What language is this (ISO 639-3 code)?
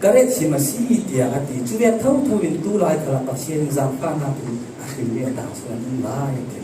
cfm